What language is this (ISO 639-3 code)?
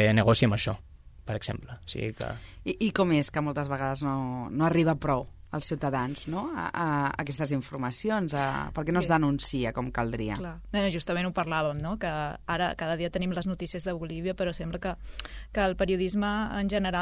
cat